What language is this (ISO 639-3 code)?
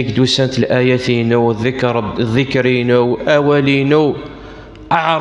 kab